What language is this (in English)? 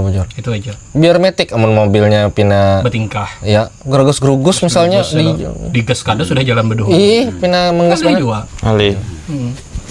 Banjar